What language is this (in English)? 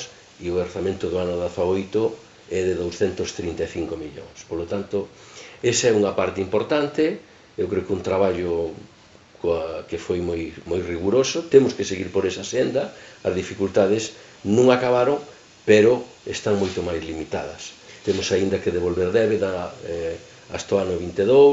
Galician